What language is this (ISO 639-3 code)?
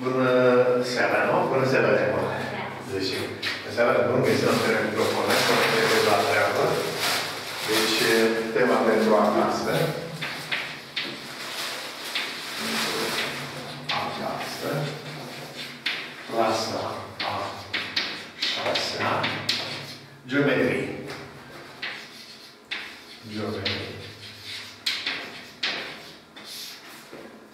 ron